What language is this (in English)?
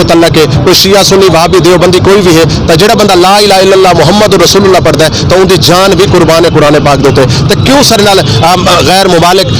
Saraiki